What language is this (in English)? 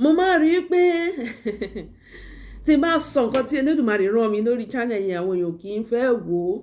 Yoruba